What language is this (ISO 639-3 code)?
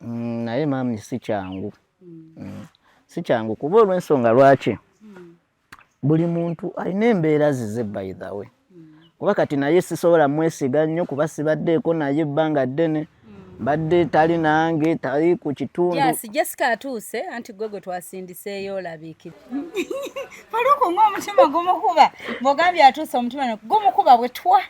lug